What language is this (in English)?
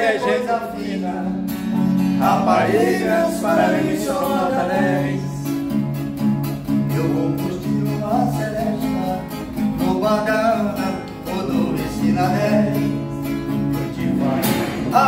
Portuguese